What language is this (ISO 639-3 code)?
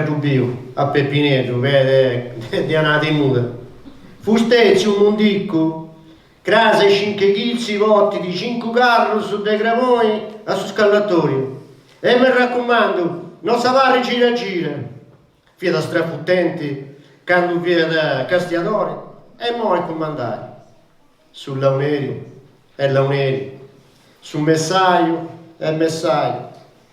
srd